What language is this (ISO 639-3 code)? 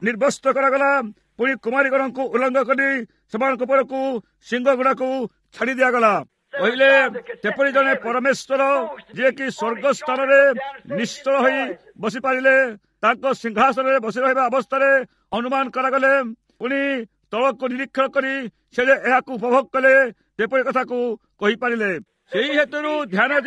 ori